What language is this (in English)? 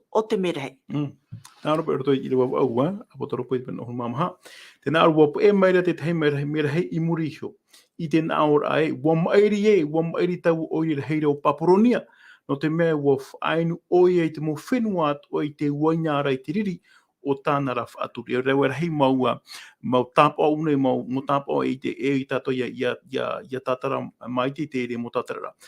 Tahitian